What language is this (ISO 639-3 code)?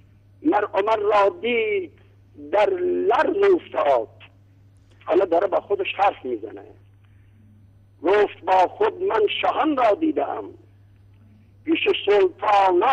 fas